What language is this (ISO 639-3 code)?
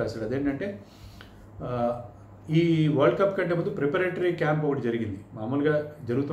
tel